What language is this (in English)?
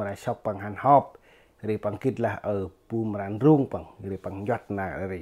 Central Mnong